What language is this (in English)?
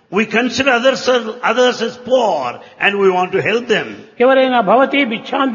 Telugu